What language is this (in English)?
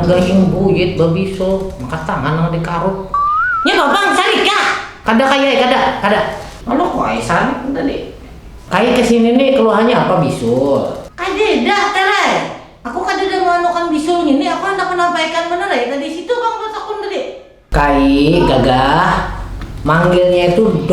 Banjar